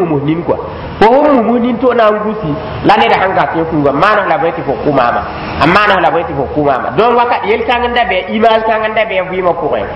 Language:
Mossi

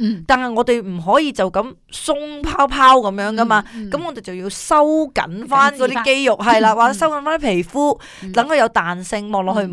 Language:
Cantonese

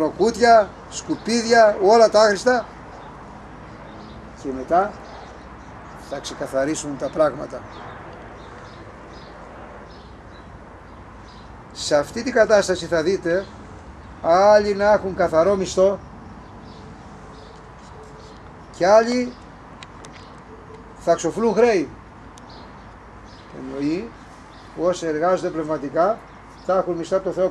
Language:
Greek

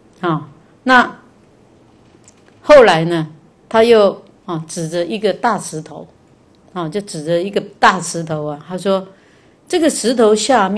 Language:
Chinese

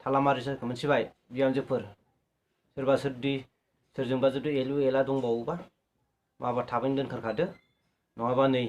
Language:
Bodo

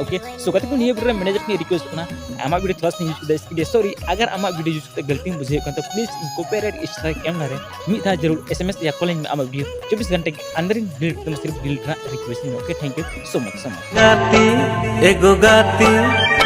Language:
Santali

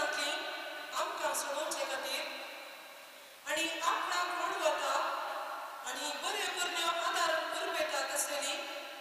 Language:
Konkani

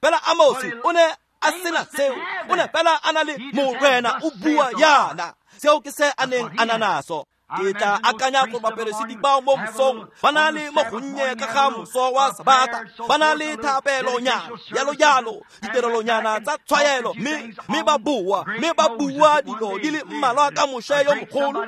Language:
Tswana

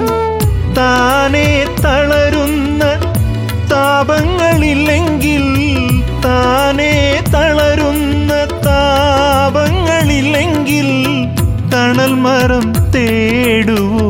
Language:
Malayalam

